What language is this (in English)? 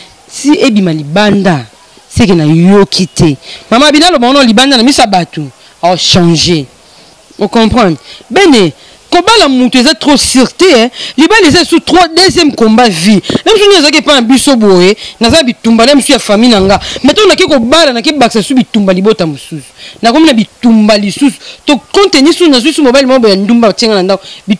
Lingala